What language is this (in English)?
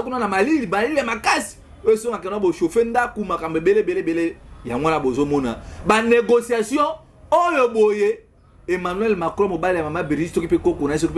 Lingala